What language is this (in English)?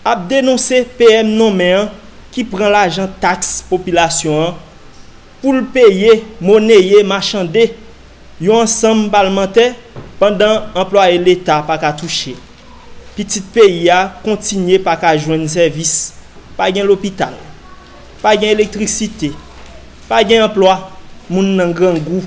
Haitian Creole